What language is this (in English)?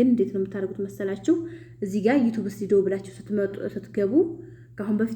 Amharic